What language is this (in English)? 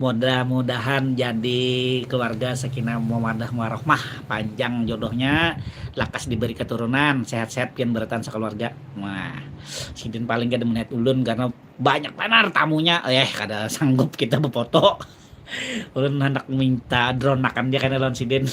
Banjar